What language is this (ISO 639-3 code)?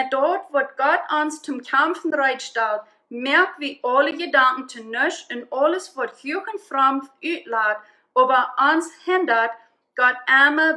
pdt